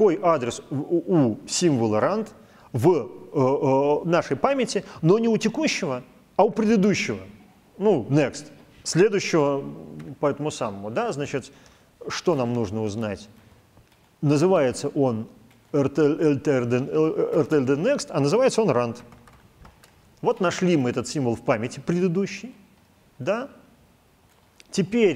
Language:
Russian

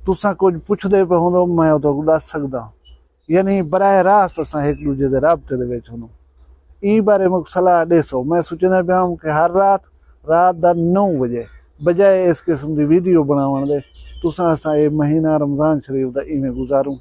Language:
Saraiki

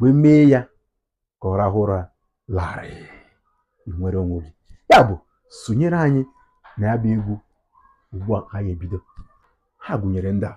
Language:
Igbo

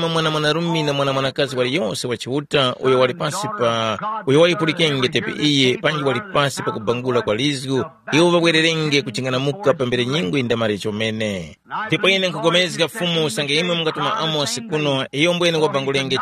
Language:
Tumbuka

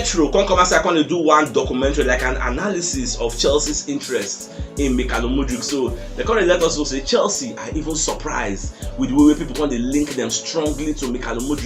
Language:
Nigerian Pidgin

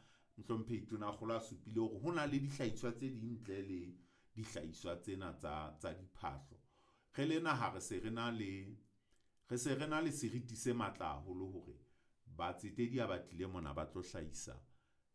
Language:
Southern Sotho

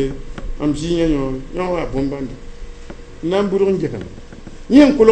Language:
Mossi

